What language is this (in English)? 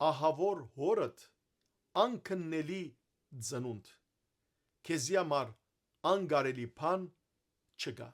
Western Armenian